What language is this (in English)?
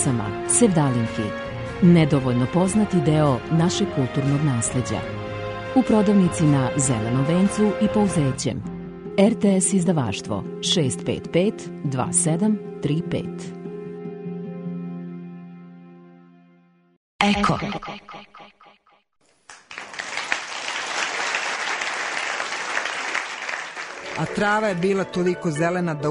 Serbian